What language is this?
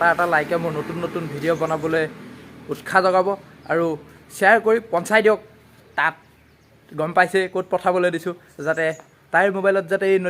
Assamese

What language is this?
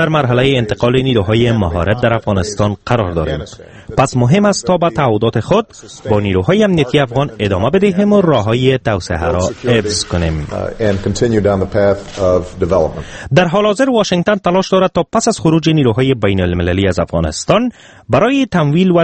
Persian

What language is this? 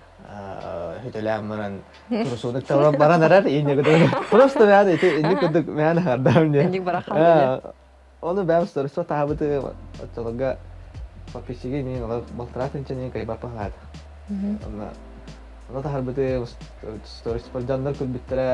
Yakut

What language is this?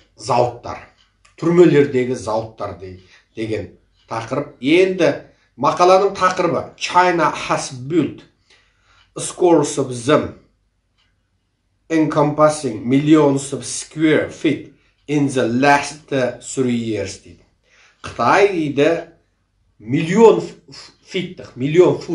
Kazakh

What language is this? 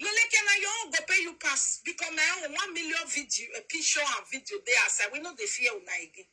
Nigerian Pidgin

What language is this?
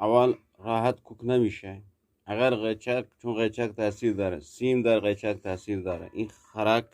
Eastern Balochi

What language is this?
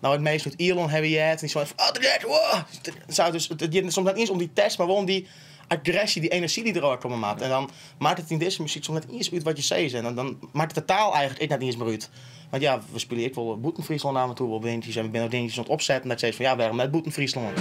Western Frisian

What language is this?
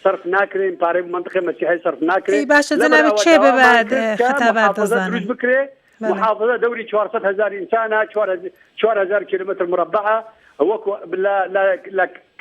Central Kurdish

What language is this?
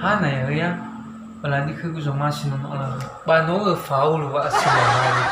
Nias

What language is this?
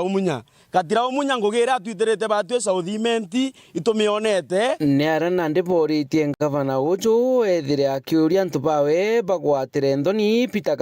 Meru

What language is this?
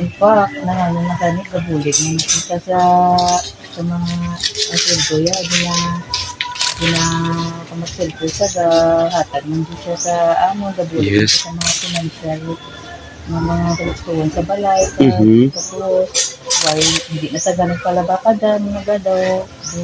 Hiligaynon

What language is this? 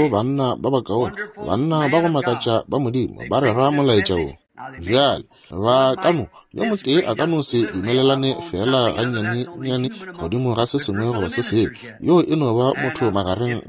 Northern Sotho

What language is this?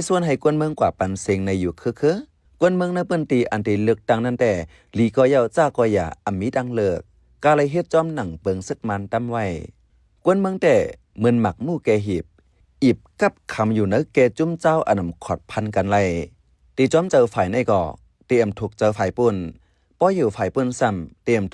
Shan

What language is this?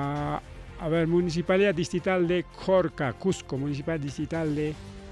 Ayacucho Quechua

